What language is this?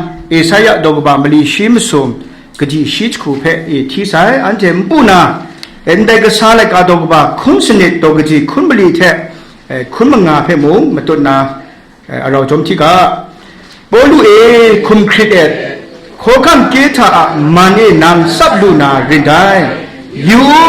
Kachin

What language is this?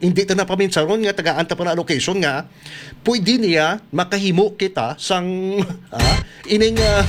Hiligaynon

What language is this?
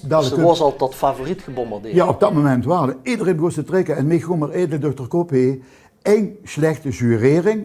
Limburgish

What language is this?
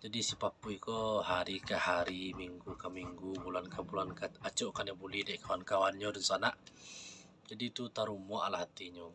Minangkabau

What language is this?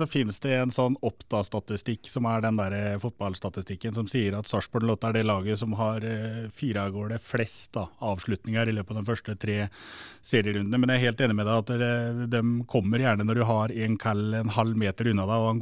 Norwegian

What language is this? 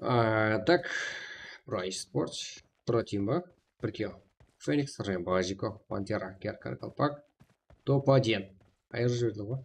Kara-Kalpak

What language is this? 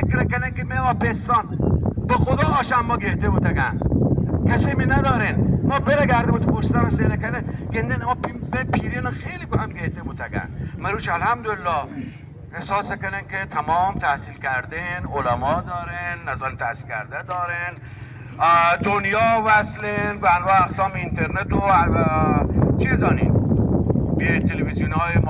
Baluchi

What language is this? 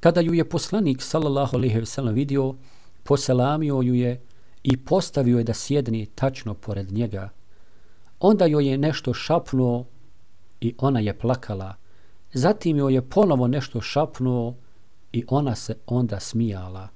Bosnian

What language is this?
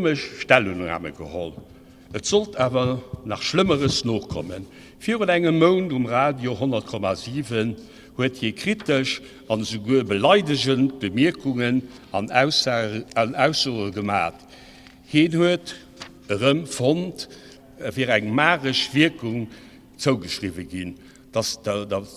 Luxembourgish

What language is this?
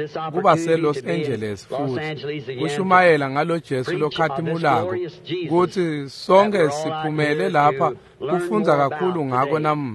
Swati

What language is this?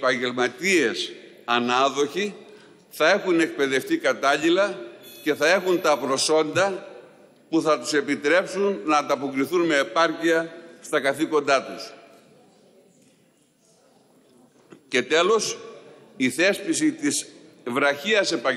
Greek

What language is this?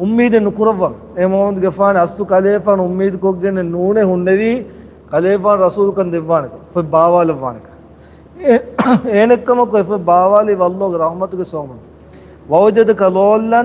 Divehi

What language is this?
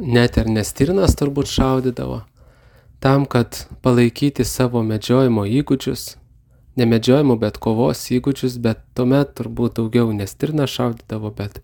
Lithuanian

